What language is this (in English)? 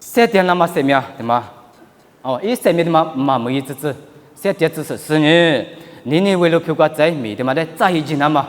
Lisu